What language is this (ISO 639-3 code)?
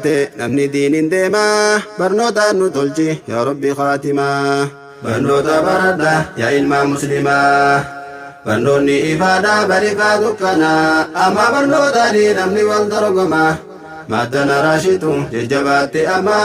orm